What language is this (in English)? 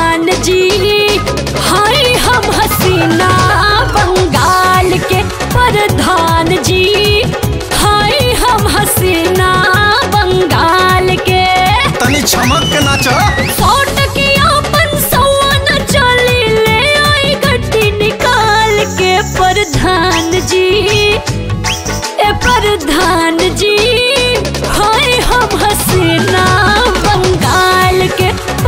Bhojpuri